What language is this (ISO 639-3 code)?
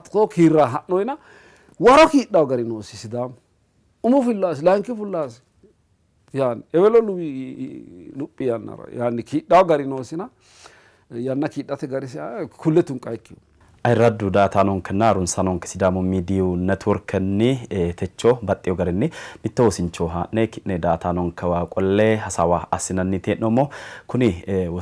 sid